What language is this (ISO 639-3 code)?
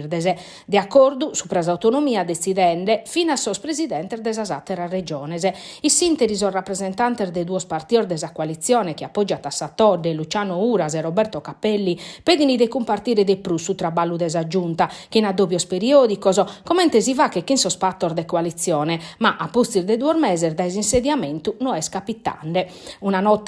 srd